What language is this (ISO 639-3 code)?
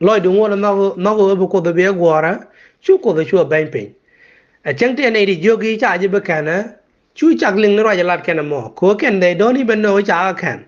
nus